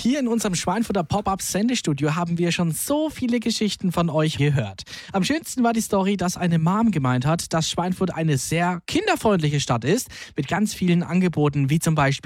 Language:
German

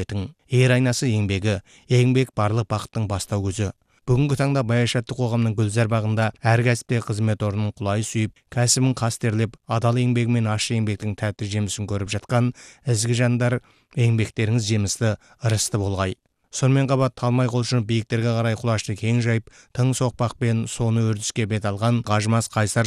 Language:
Kazakh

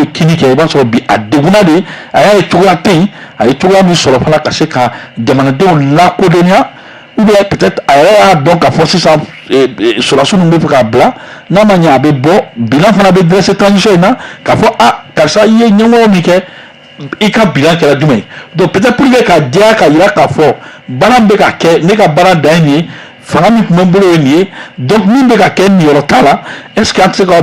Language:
Bambara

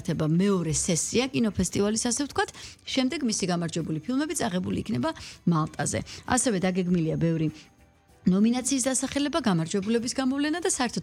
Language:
Georgian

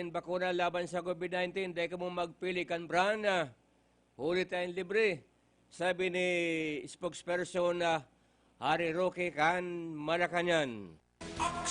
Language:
Bikol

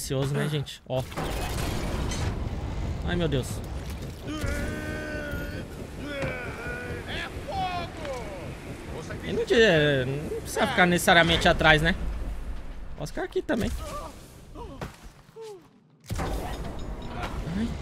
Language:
Portuguese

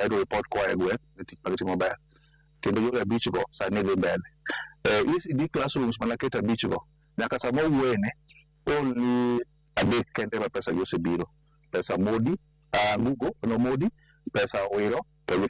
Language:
Luo (Kenya and Tanzania)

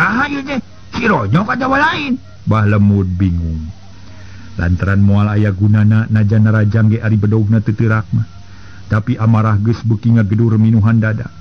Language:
Sundanese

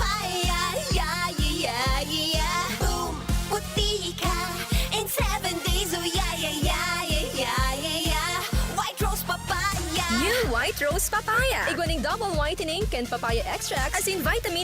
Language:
Bikol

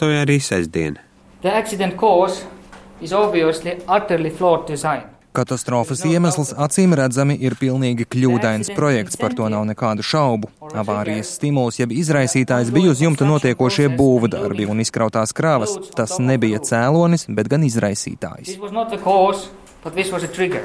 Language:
Latvian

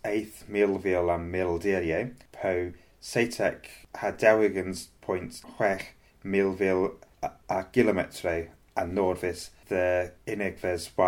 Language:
Cornish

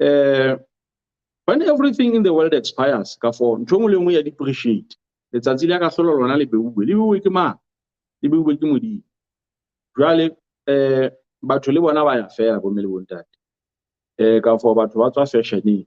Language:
Southern Sotho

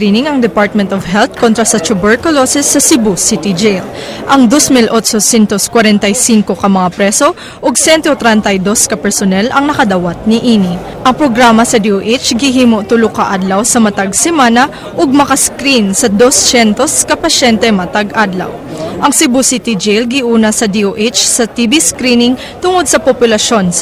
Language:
Cebuano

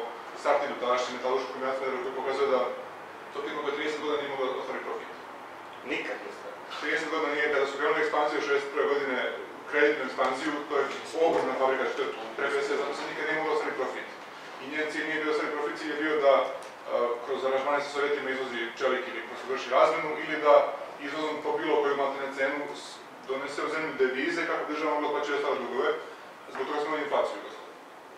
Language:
Serbian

